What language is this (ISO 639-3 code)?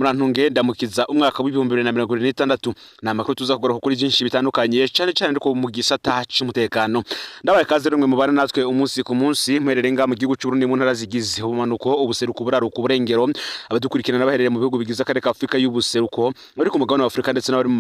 run